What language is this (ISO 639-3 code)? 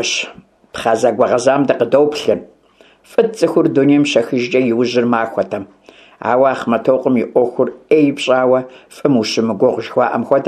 kbd